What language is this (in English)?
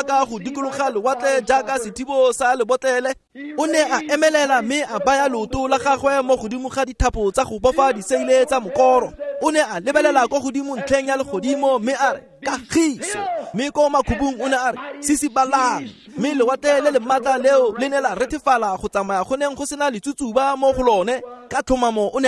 Tswana